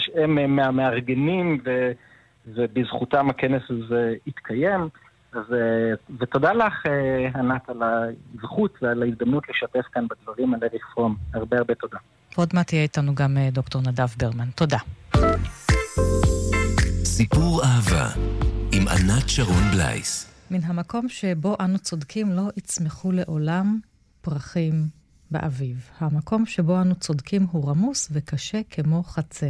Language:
Hebrew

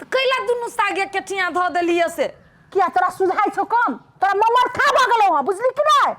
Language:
Maithili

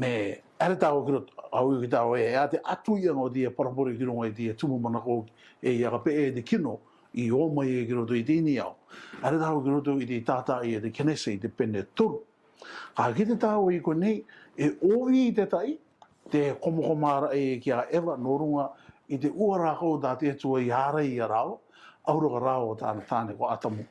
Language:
Rarotongan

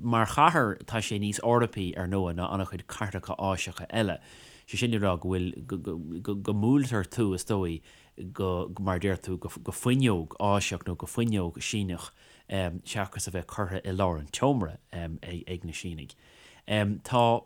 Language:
Irish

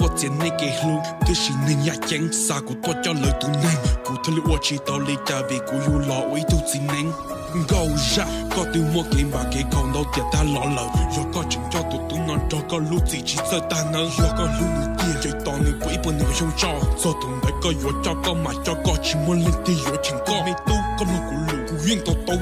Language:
Hmong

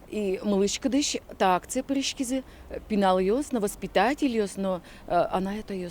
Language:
Udmurt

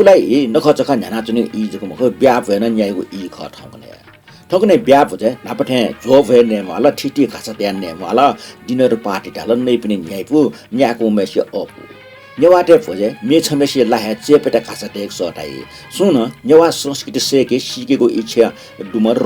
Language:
Newari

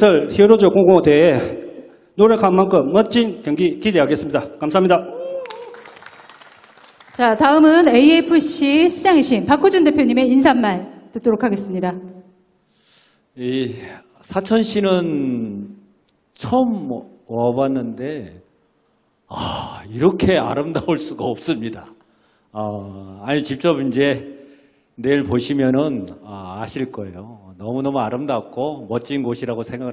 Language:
Korean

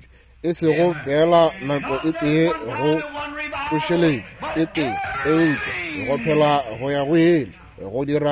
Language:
Northern Sotho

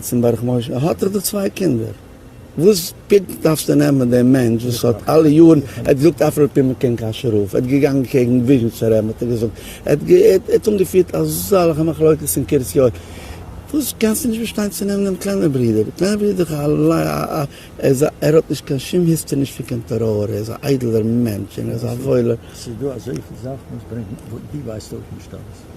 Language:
Yiddish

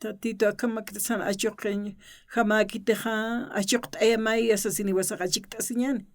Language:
Aymara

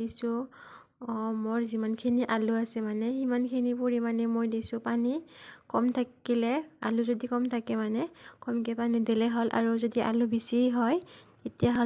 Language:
Assamese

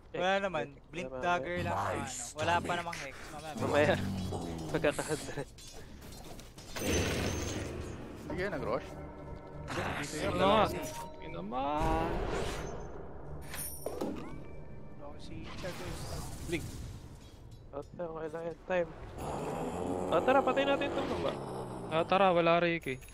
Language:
Filipino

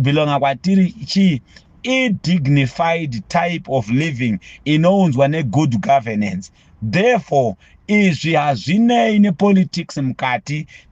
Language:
Shona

